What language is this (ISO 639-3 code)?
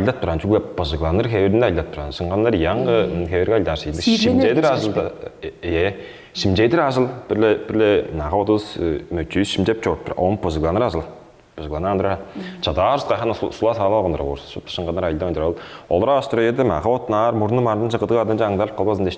tyv